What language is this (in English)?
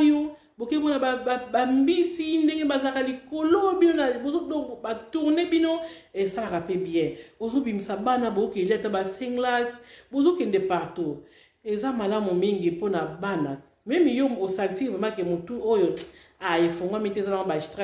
Lingala